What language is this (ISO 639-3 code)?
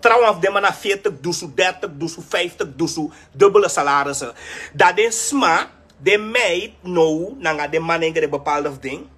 srn